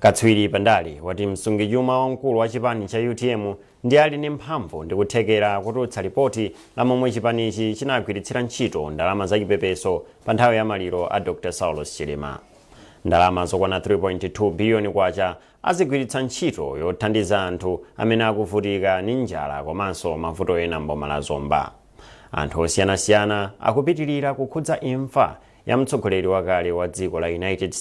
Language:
Nyanja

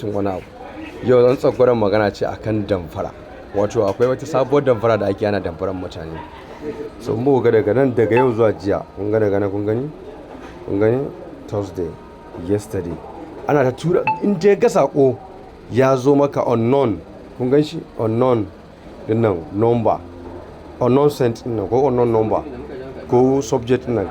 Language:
Hausa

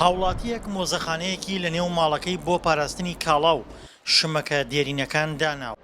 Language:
Central Kurdish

